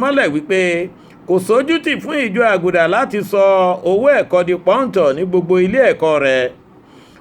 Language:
Yoruba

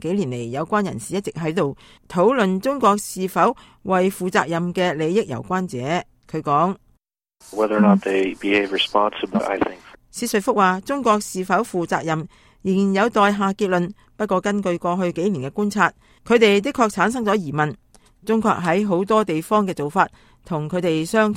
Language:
Cantonese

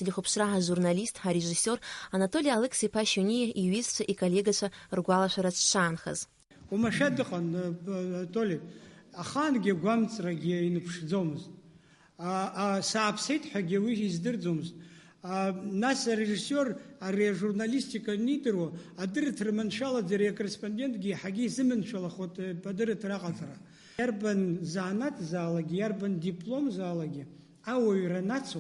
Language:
Abkhazian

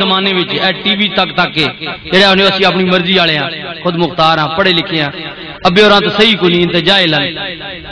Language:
Western Panjabi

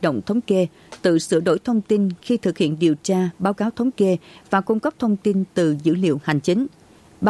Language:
Vietnamese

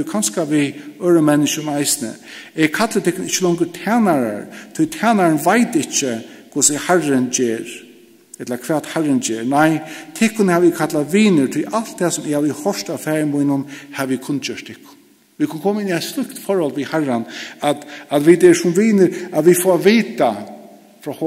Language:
Faroese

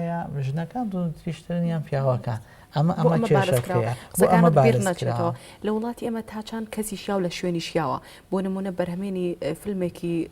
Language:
Central Kurdish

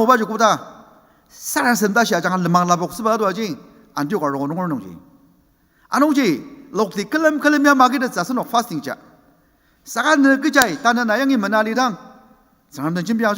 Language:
Ao Naga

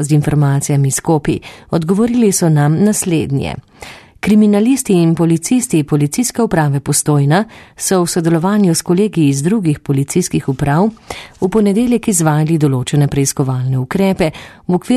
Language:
Slovenian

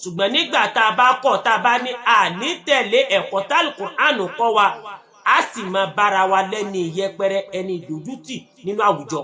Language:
Yoruba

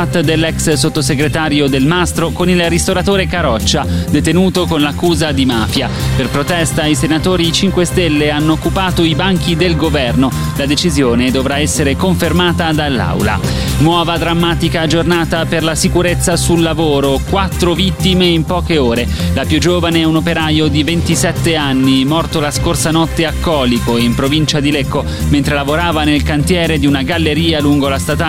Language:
Italian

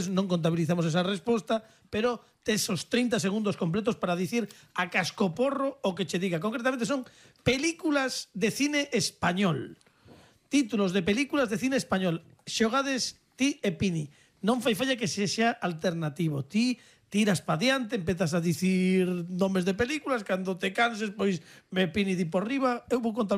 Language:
Galician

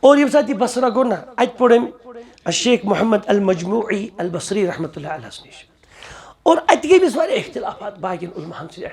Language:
Kashmiri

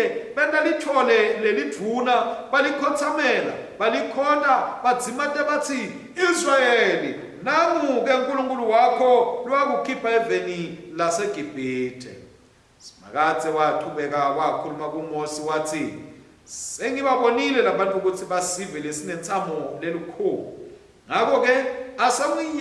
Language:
Swati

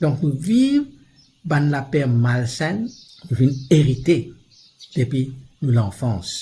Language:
Morisyen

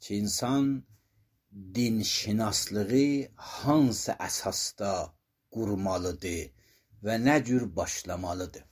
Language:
Azerbaijani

